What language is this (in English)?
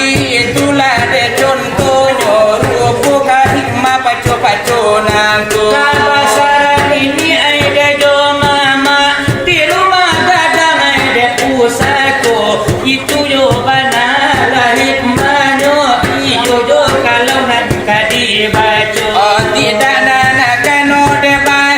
Minangkabau